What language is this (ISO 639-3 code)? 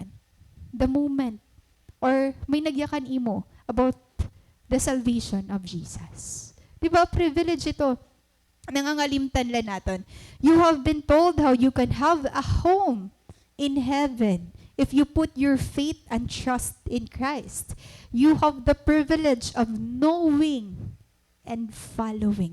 war